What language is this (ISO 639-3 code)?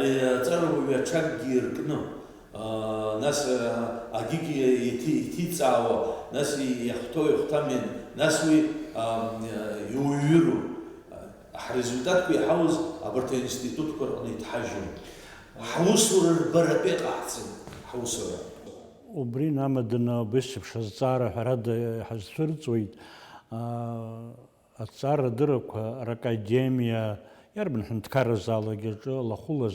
abk